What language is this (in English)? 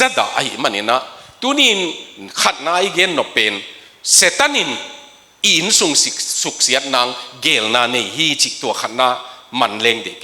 Tedim Chin